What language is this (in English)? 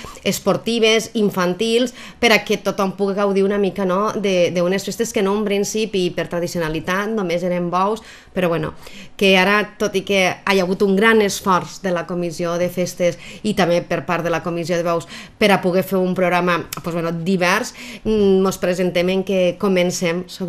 Catalan